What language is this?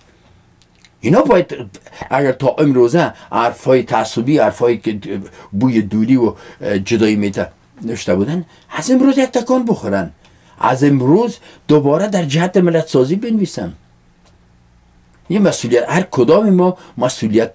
Persian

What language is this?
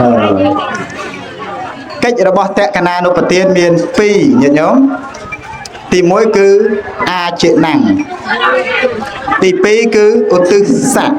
Khmer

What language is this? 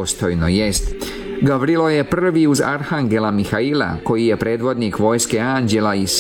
Serbian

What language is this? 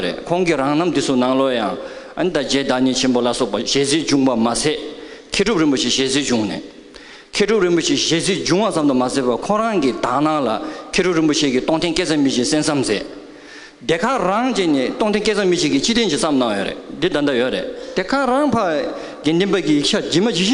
Tibetan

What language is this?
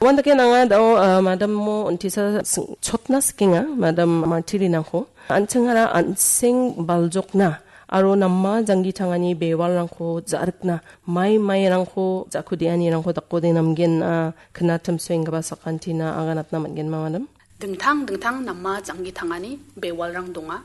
Garo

